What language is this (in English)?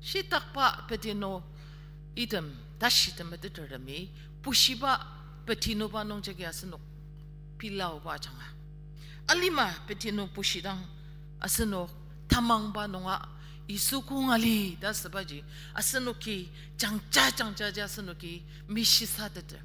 Ao Naga